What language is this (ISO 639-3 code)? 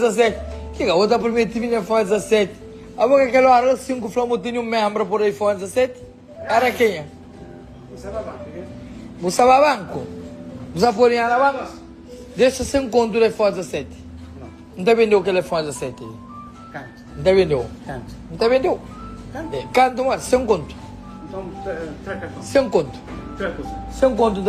kea